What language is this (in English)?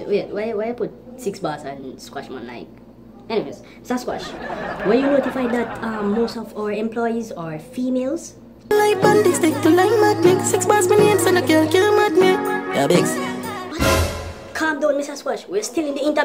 Jamaican Creole English